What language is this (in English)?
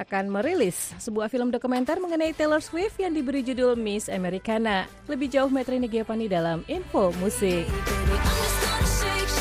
Indonesian